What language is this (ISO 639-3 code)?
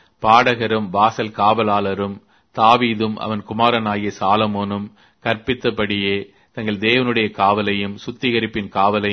tam